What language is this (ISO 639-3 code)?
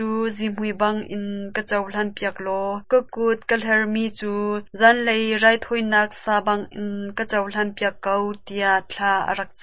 cnh